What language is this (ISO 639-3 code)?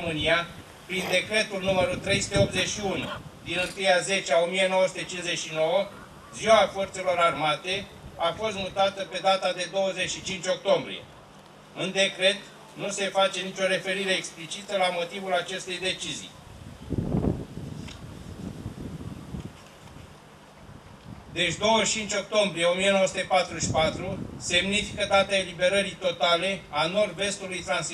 ron